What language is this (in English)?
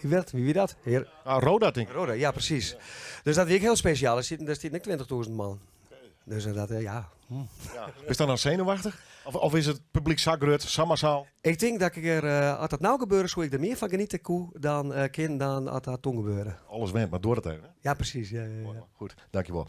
Western Frisian